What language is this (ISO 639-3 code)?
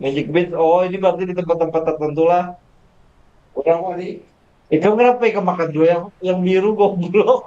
bjn